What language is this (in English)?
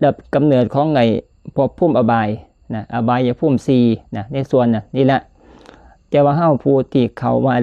Lao